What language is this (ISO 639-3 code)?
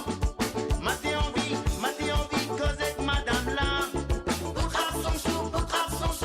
mfe